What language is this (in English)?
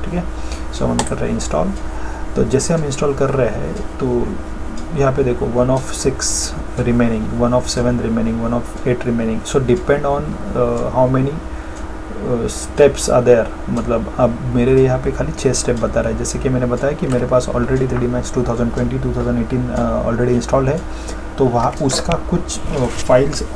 Hindi